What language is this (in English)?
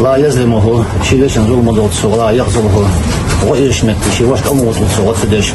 Chechen